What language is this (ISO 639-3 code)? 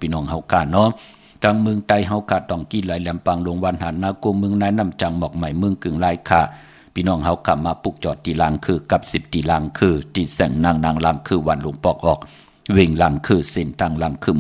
shn